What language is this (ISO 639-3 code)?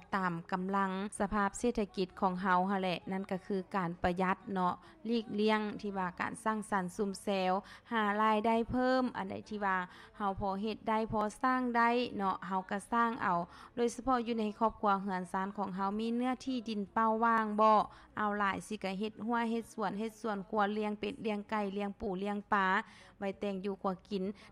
lao